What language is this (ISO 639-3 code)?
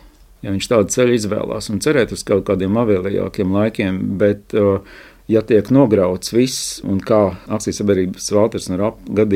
lav